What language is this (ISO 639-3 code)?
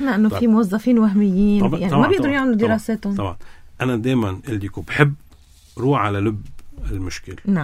apc